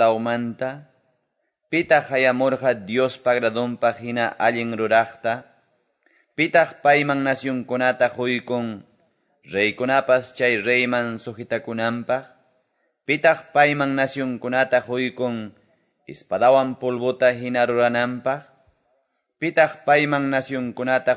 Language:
Quechua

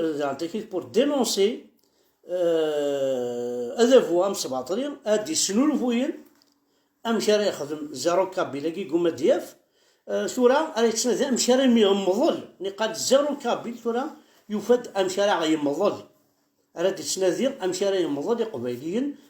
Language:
Kabyle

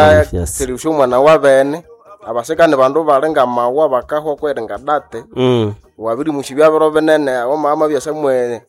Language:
Nande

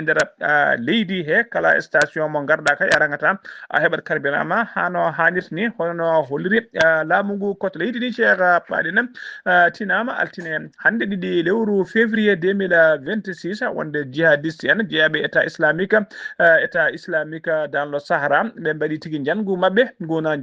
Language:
Fula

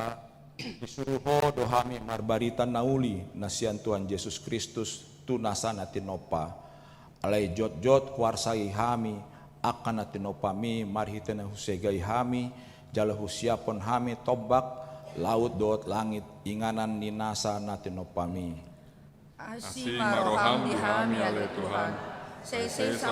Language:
Batak Toba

